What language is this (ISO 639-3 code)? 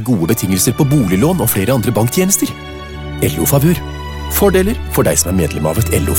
nor